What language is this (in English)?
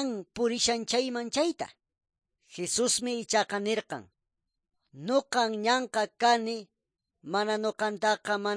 Quechua